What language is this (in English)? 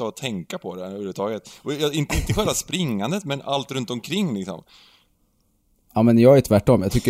Swedish